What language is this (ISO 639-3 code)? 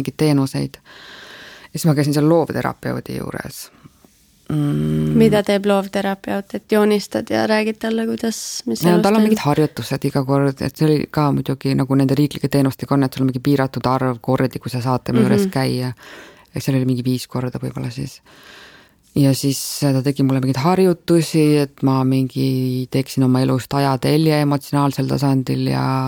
est